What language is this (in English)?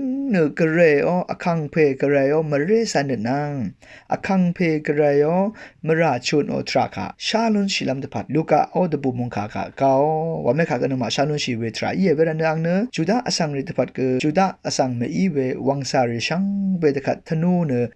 Rawang